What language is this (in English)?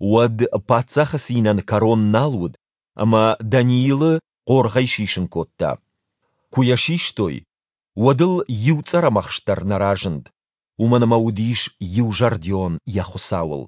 Ossetic